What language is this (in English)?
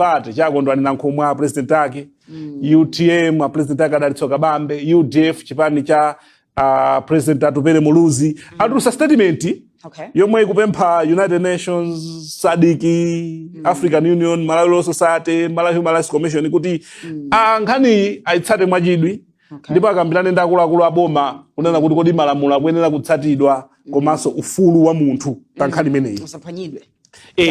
Nyanja